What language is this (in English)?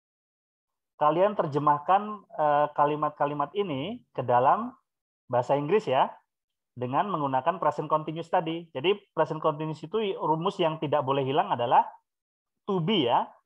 Indonesian